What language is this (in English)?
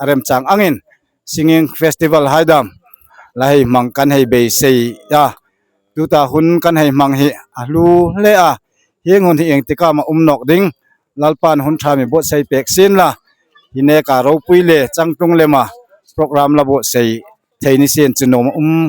Hmar